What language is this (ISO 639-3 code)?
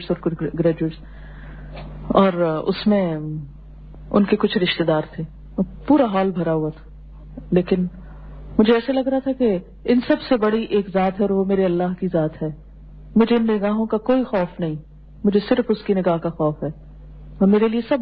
urd